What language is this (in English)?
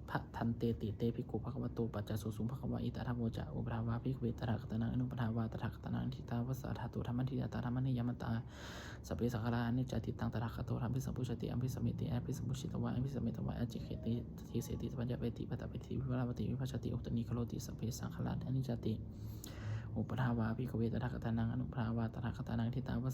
Pali